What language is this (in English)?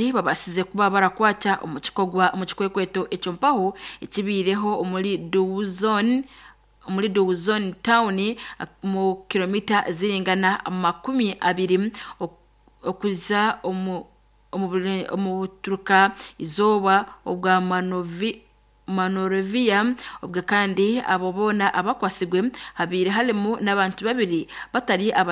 Nyankole